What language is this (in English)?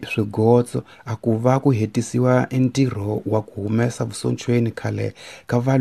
Tsonga